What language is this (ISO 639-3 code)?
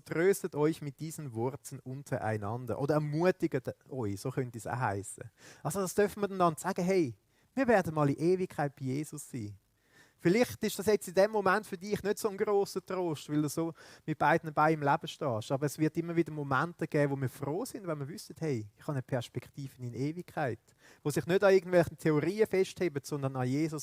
gsw